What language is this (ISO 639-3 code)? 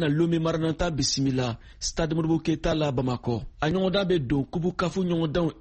bam